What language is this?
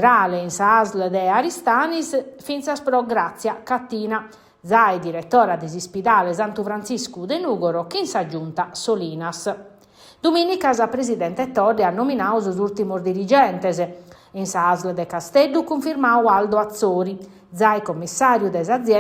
Sardinian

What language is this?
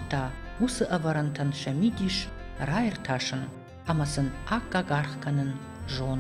Ossetic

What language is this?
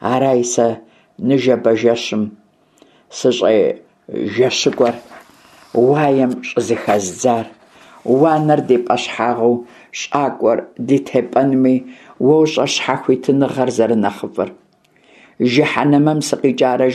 Kabardian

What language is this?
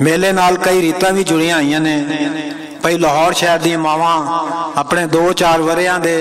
Western Panjabi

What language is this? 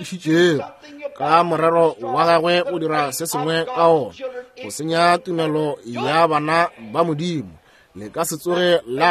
Northern Sotho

